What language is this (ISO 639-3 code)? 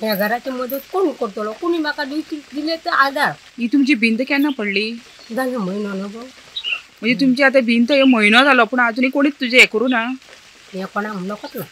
kok